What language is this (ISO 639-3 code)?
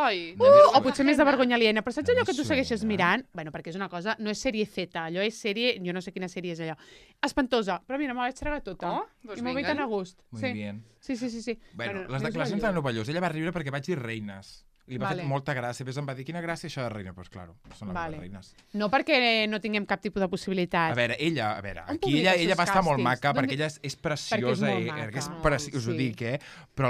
cat